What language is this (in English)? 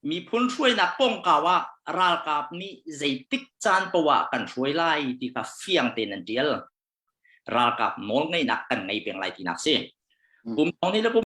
Hakha Chin